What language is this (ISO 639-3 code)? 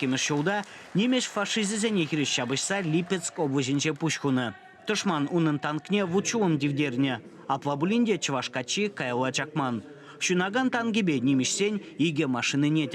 chv